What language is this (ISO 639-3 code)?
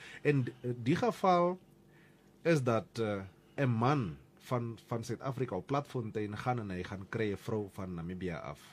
afr